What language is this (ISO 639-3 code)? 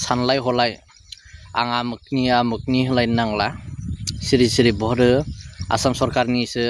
brx